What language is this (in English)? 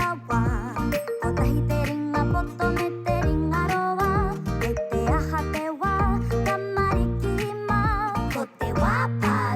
Māori